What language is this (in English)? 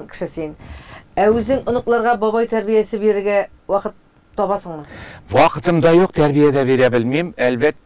Tatar